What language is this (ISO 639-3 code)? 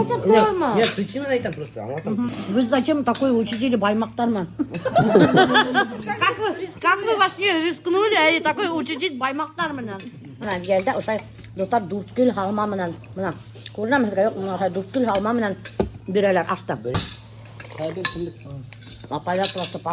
bak